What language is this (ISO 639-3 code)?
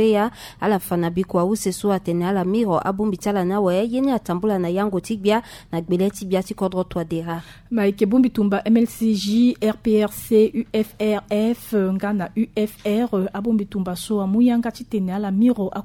sag